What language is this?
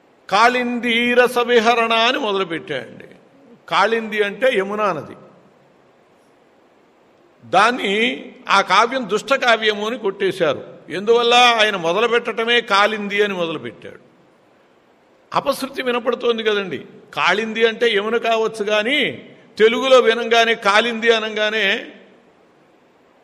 Telugu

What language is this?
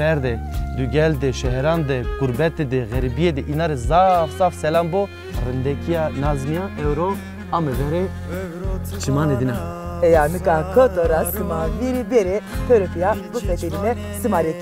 Zaza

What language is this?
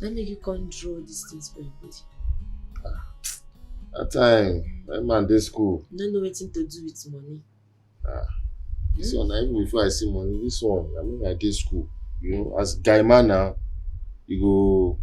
Nigerian Pidgin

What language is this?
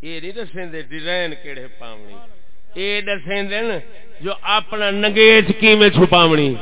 Saraiki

